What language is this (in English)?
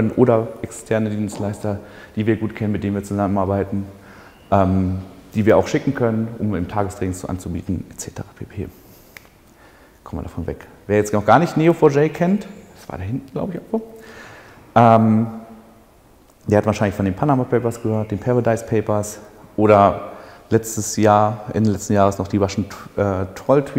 German